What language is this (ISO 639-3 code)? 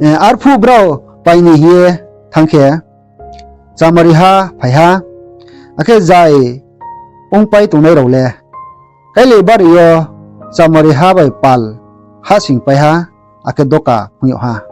ria